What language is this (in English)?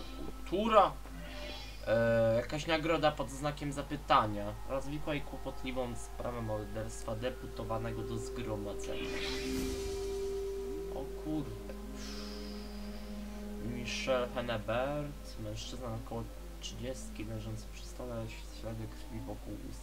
Polish